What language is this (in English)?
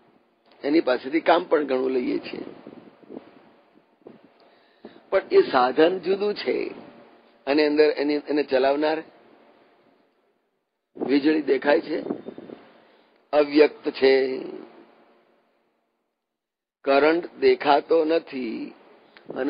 Gujarati